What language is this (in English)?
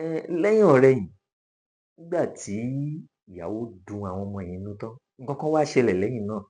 Yoruba